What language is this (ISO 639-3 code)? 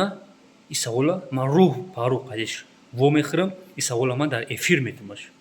tgk